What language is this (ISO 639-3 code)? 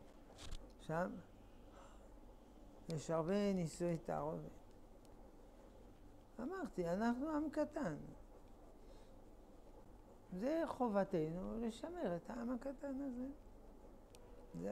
heb